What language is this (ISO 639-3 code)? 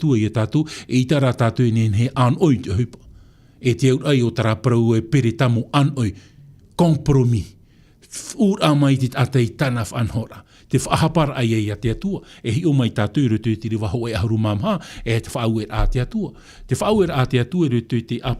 tah